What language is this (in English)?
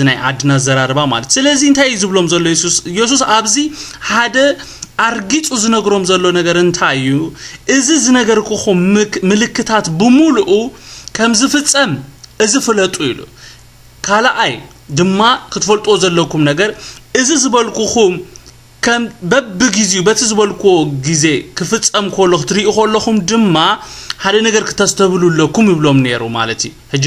Tigrinya